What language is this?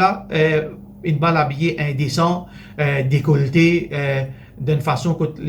Morisyen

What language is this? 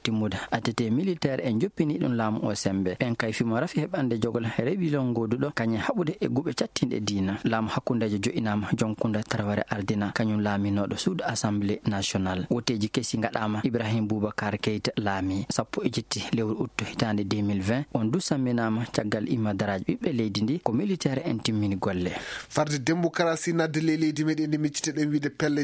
Fula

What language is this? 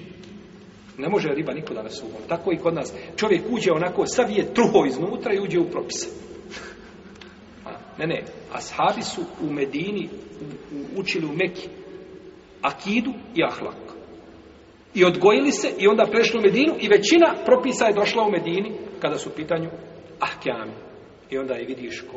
Bosnian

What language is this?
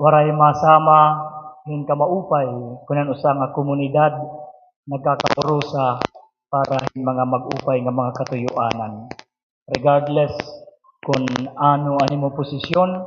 Waray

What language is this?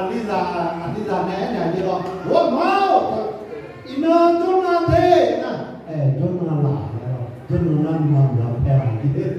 Akha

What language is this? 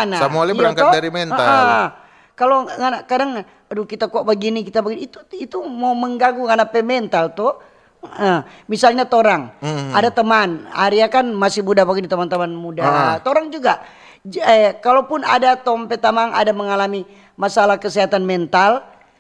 Manado Malay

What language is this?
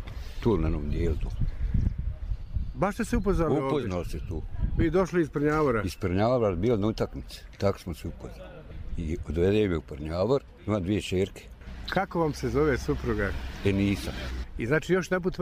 Bosnian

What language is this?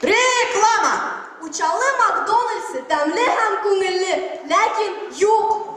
Bashkir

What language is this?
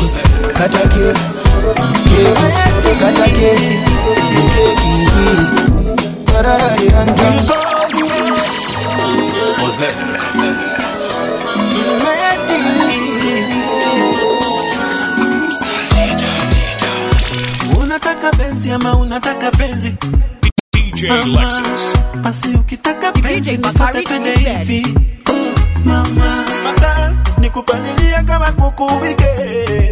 Swahili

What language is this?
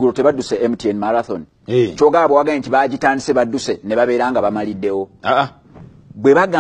Ganda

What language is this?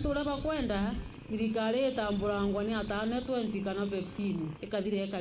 Meru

